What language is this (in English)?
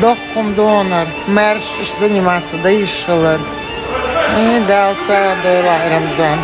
Chechen